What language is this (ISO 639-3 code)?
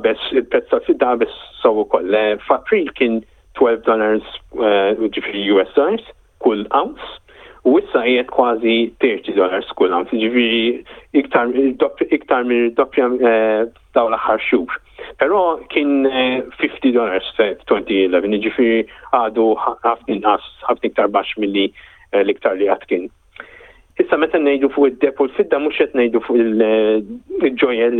mlt